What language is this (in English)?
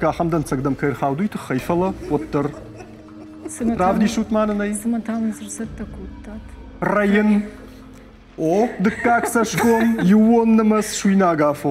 Ossetic